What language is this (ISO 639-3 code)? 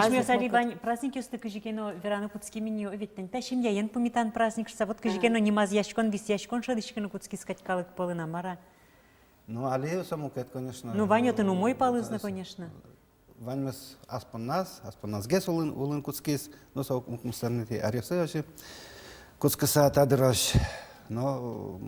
udm